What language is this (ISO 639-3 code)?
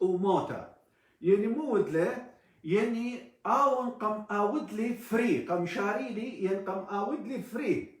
aii